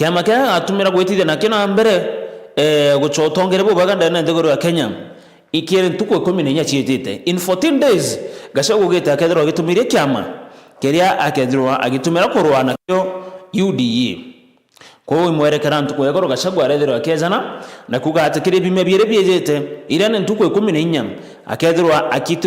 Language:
Meru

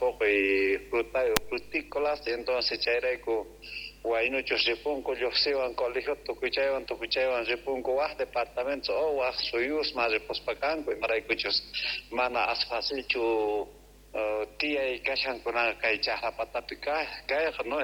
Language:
South Bolivian Quechua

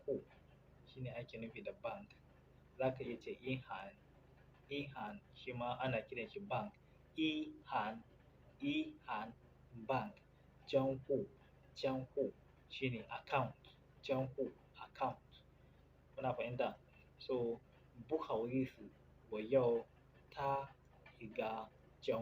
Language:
Hausa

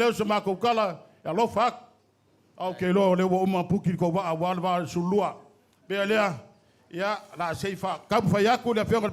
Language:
Samoan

